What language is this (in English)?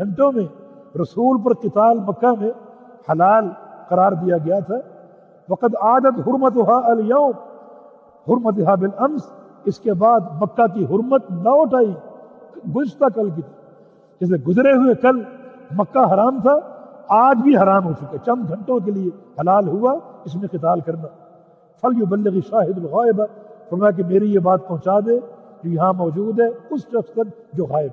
Urdu